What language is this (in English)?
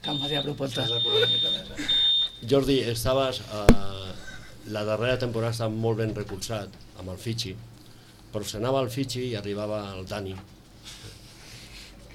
Catalan